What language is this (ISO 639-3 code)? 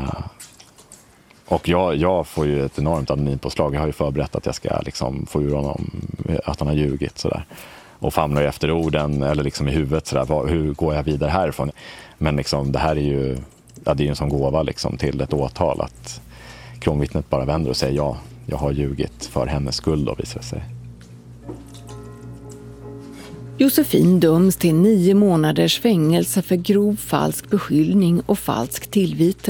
swe